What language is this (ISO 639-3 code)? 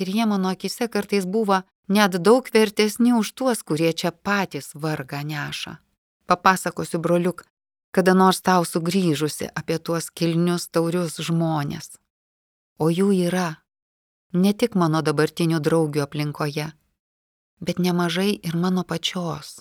lit